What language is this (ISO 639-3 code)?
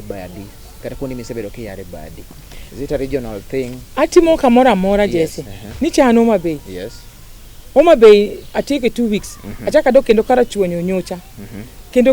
luo